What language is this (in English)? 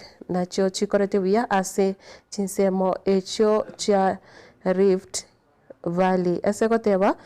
Gusii